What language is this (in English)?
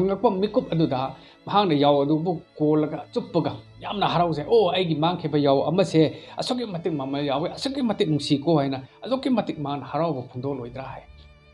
Manipuri